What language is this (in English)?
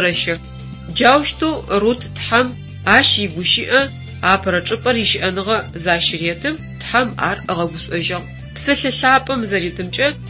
Adyghe